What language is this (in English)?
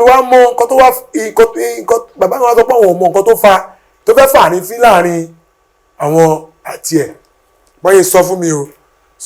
Yoruba